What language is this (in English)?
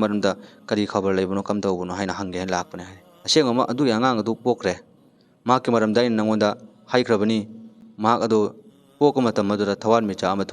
Manipuri